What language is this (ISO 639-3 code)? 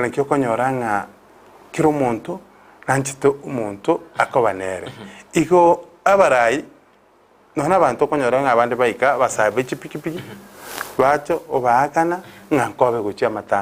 guz